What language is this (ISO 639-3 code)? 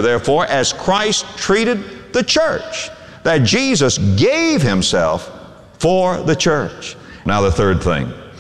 eng